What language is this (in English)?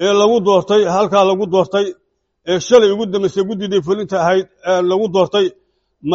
Somali